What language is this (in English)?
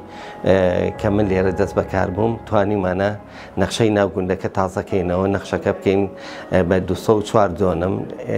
Central Kurdish